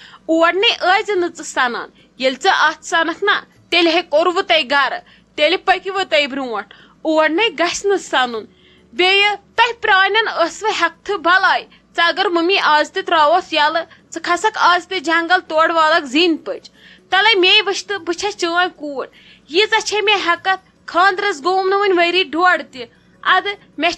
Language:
Kashmiri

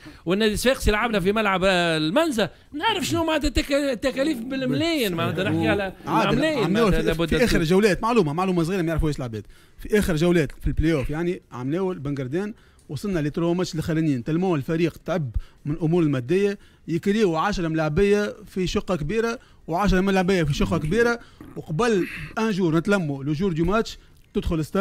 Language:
Tunisian Arabic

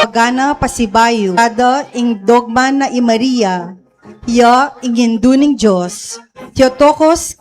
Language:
Pampanga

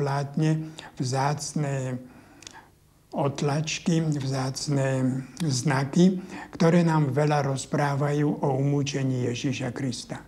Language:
Slovak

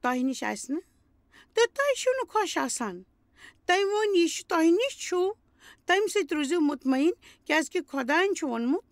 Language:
Kashmiri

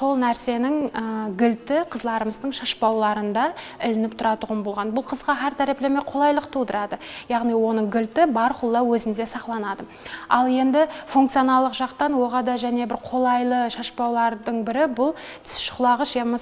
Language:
Kara-Kalpak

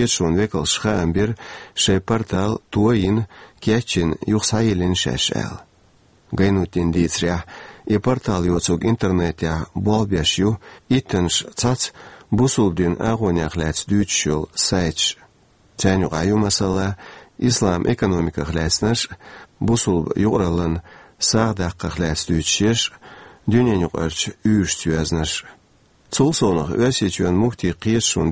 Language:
Chechen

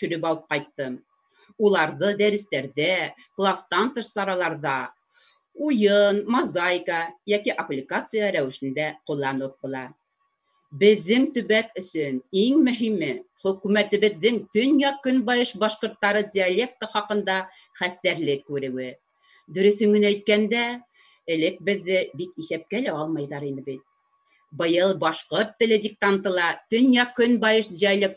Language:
Bashkir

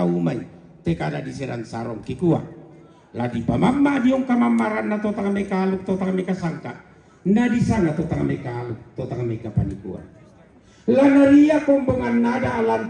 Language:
Toraja-Sa'dan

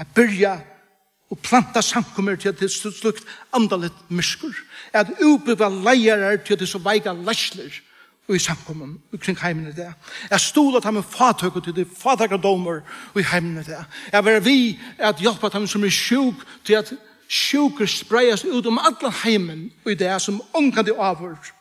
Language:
Faroese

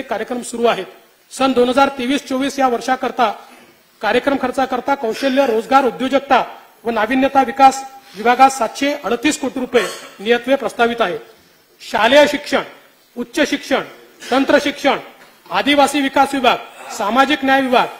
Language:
Marathi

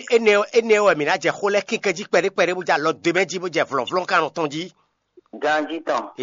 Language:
Fon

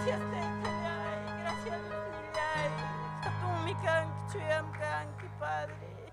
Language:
Ayacucho Quechua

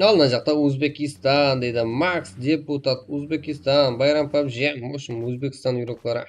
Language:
Kara-Kalpak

